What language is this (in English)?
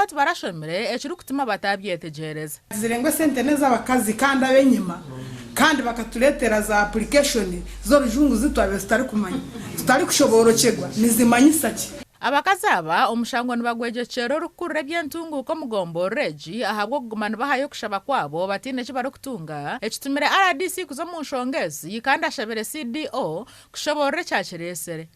Nyankole